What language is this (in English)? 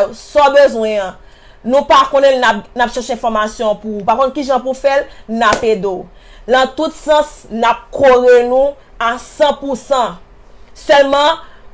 Haitian Creole